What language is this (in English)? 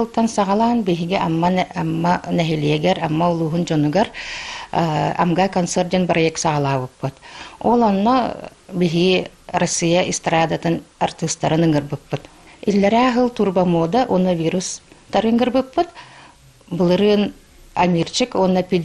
Yakut